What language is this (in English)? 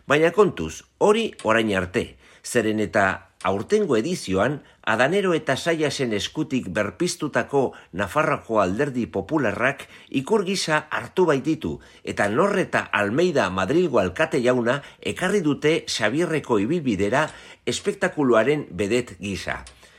Basque